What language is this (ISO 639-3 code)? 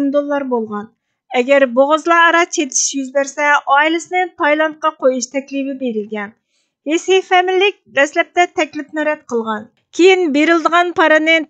uig